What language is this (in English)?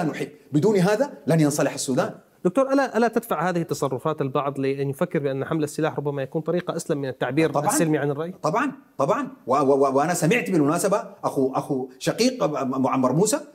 Arabic